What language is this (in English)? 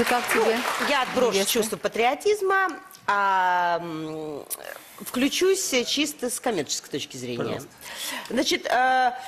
Russian